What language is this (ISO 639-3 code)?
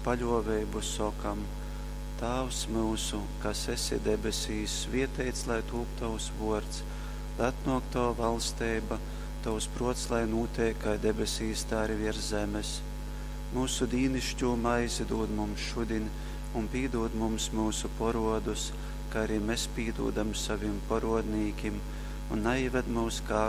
ltg